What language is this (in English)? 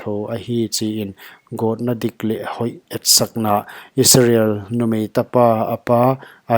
Paite Chin